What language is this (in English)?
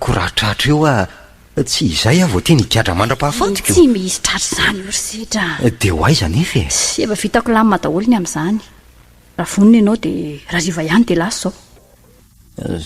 Malagasy